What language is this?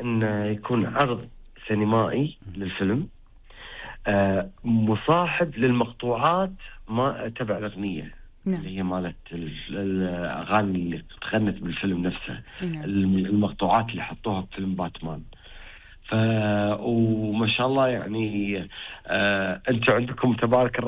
Gulf Arabic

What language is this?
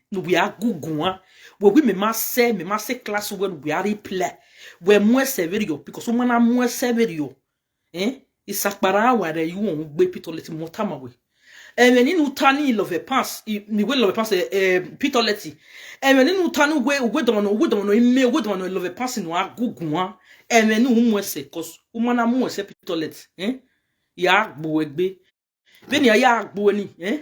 Nigerian Pidgin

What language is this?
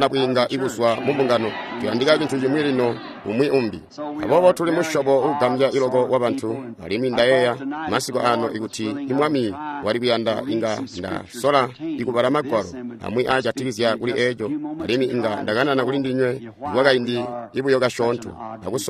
Tonga (Zambia)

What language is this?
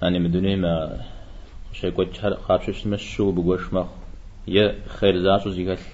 Kabardian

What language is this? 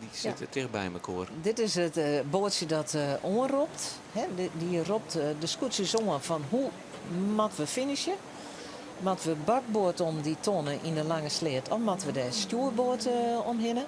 Western Frisian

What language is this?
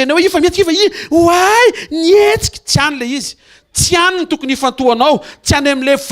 Malagasy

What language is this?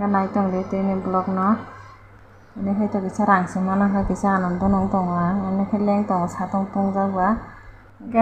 Kok Borok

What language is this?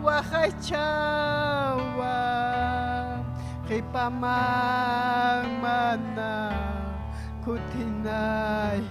Ayacucho Quechua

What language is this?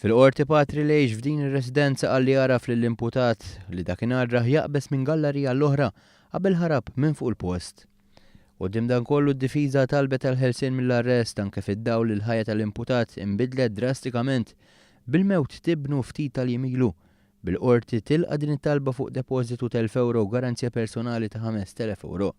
Maltese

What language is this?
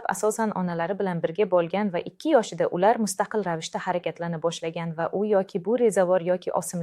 Uzbek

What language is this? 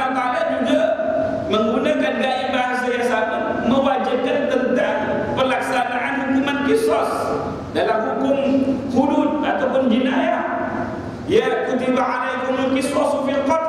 Malay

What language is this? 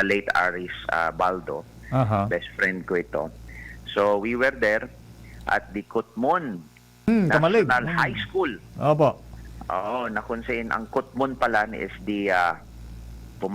Bikol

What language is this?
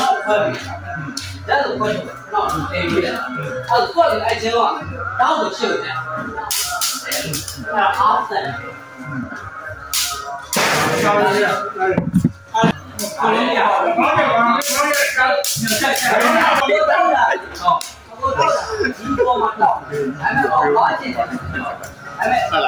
Burmese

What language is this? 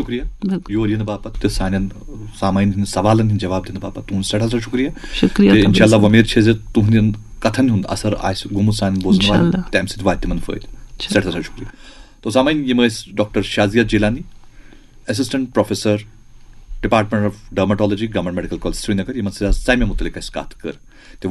Kashmiri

